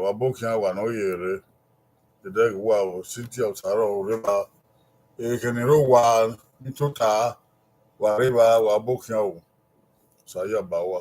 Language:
Bini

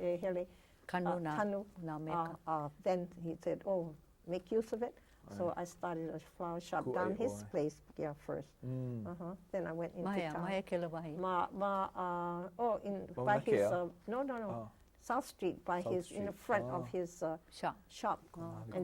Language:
Hawaiian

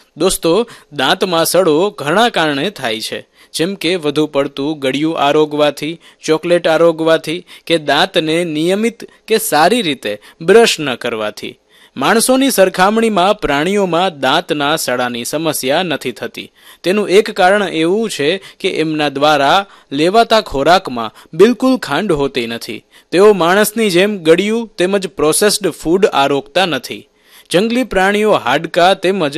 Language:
Gujarati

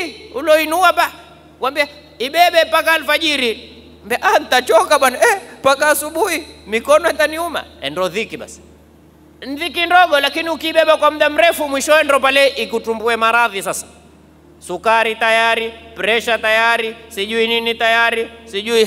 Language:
Swahili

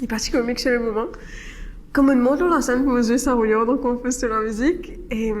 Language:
Morisyen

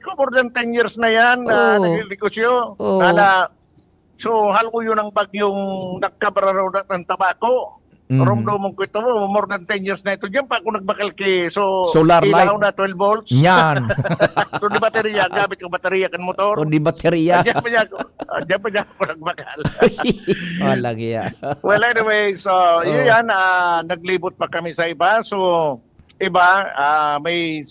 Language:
Bikol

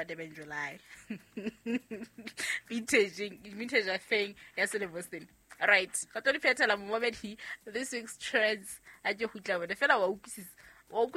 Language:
Southern Sotho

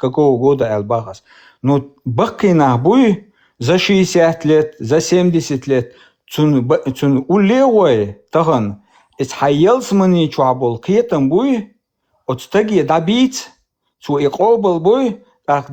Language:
Chechen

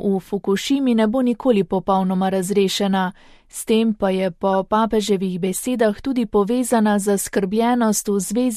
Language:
Slovenian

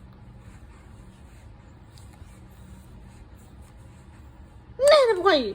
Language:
S'gaw Karen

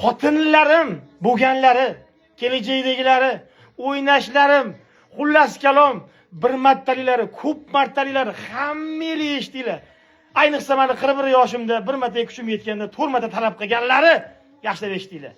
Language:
Uzbek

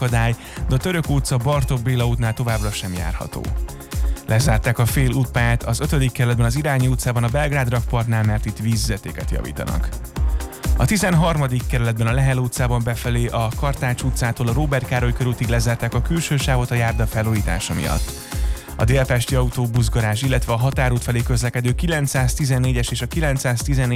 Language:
Hungarian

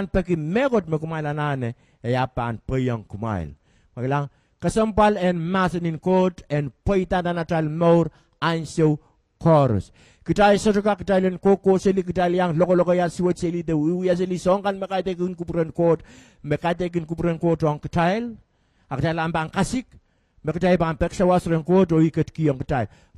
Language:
Pohnpeian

